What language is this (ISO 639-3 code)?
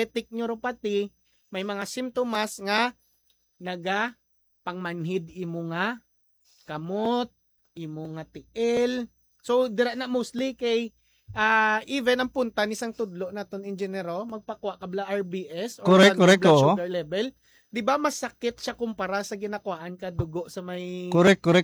hil